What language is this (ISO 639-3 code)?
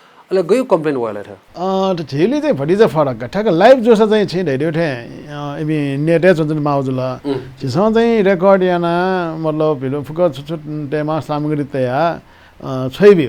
new